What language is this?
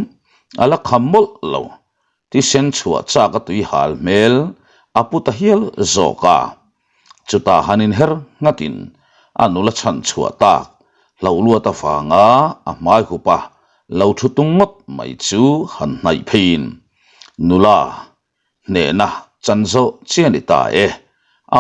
Mizo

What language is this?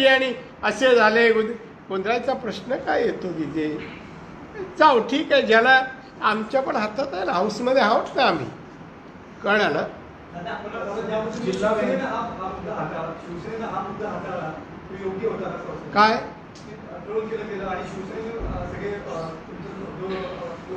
Marathi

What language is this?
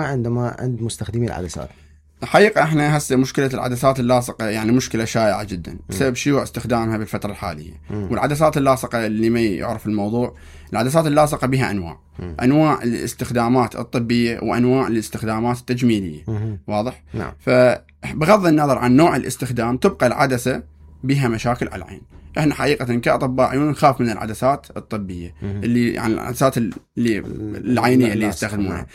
Mesopotamian Arabic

